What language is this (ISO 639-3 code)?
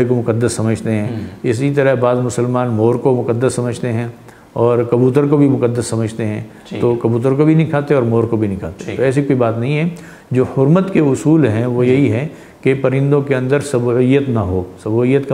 urd